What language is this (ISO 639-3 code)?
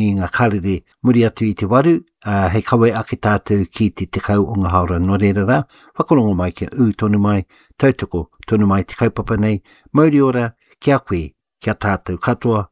mri